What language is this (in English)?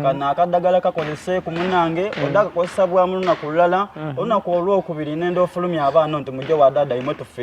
Soga